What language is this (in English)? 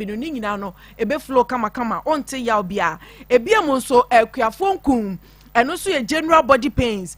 Akan